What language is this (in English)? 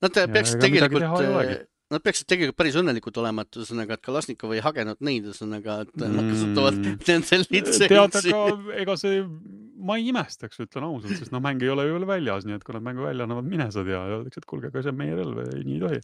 Estonian